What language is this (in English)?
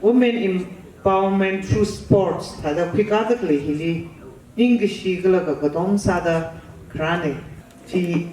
Tangkhul Naga (India)